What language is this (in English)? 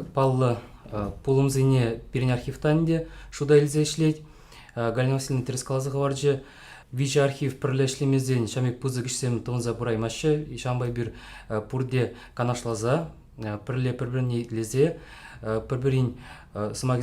Chuvash